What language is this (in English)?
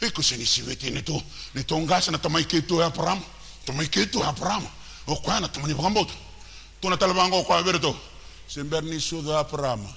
Fijian